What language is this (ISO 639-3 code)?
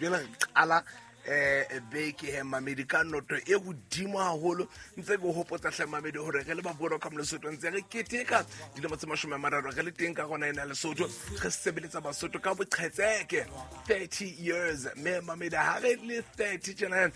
sot